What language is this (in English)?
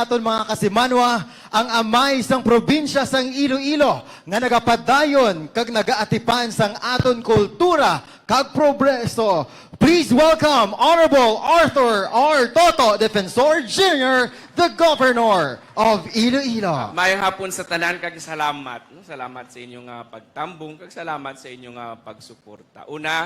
Hiligaynon